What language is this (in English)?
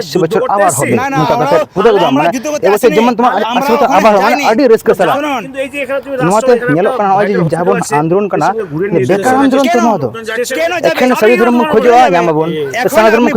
Santali